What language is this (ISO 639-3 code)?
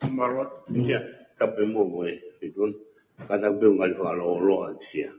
ton